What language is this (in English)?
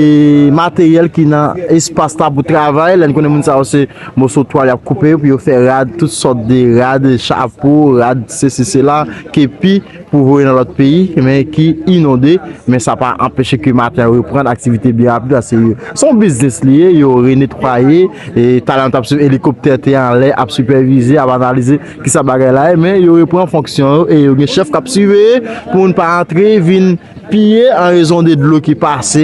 Haitian Creole